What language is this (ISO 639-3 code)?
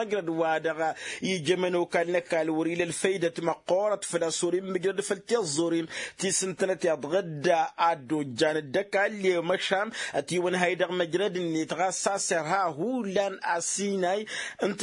taq